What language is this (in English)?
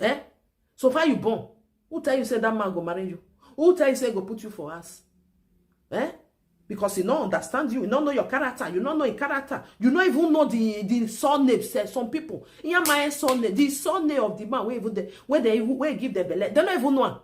Nigerian Pidgin